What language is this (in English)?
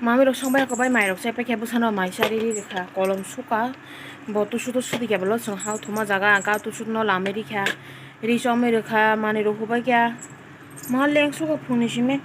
Kok Borok